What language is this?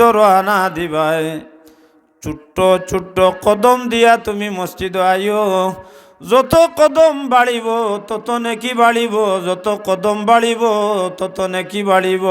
Sylheti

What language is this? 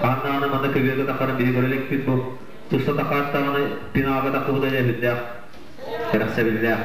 Yakut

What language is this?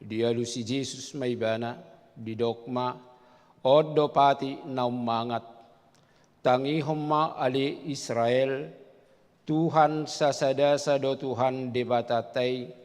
Batak Toba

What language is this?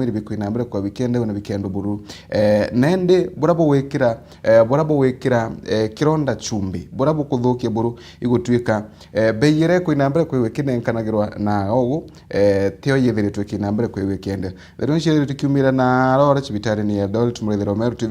Meru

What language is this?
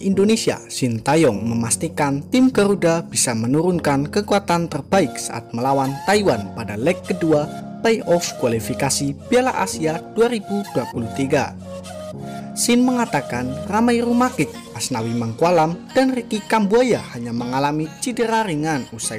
Indonesian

